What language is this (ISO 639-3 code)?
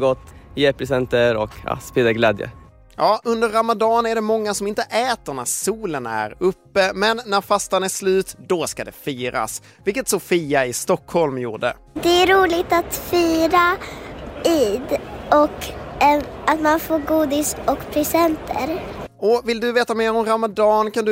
swe